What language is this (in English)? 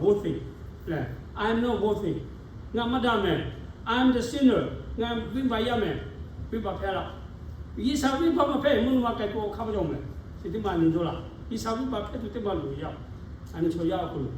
Lahu